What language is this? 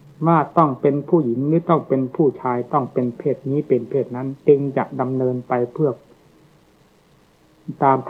Thai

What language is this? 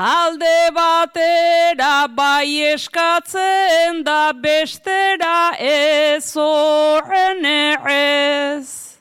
Basque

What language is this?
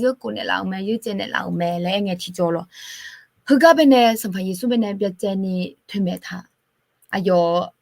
Akha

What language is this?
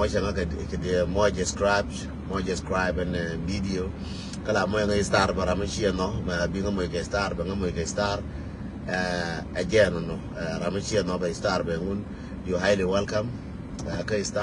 Nuer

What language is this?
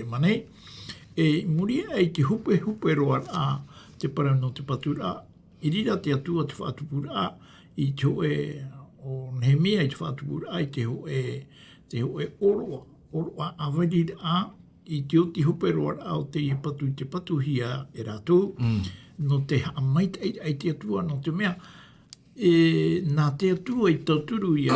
Tahitian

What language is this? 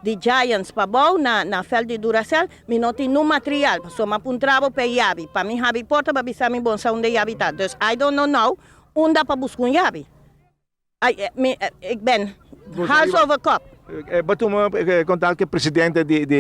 Papiamento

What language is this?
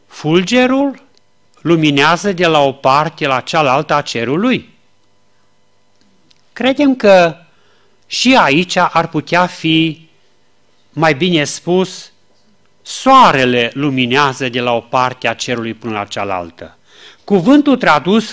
Romanian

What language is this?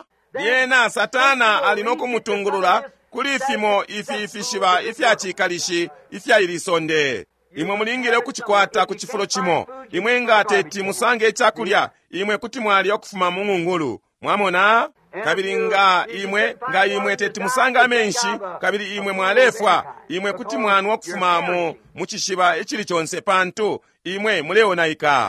Bemba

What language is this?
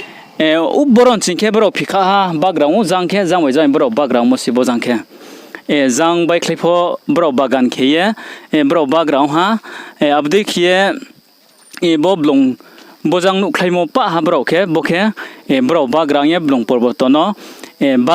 Riang (India)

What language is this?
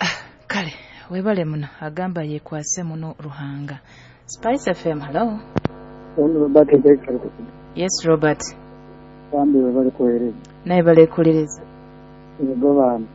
Nyoro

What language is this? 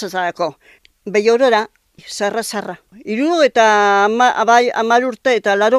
Basque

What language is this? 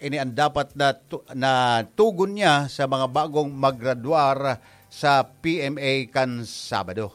Bikol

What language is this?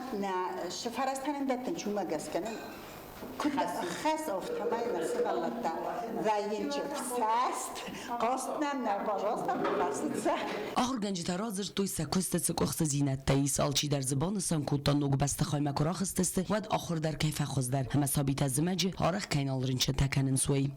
Ossetic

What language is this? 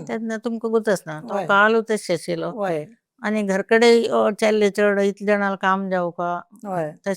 Konkani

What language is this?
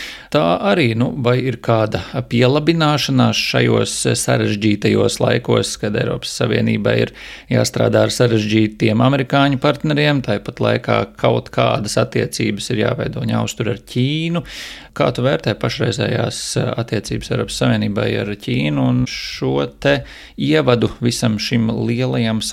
Latvian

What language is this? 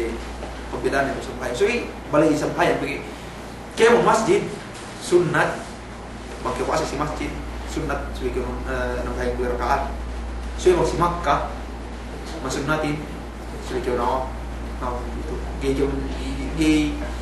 Yakan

